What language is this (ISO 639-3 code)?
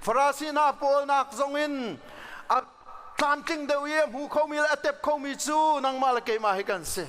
cnh